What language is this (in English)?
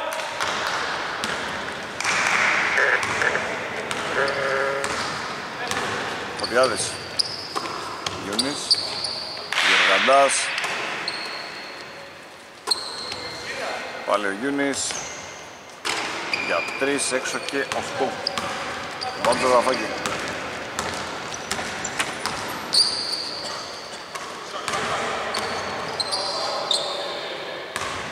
Greek